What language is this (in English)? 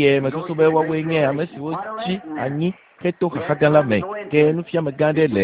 Ewe